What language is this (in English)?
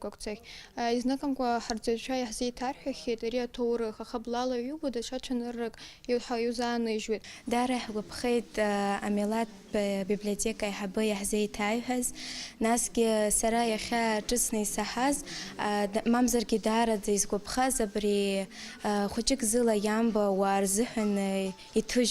Abkhazian